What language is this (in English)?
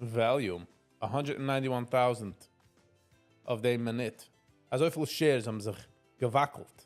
Yiddish